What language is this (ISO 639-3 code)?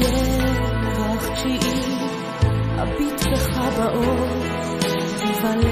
heb